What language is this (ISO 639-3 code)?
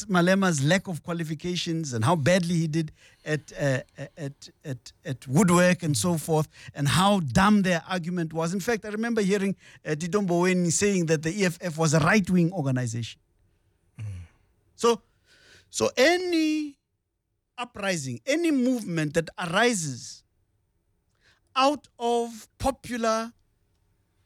eng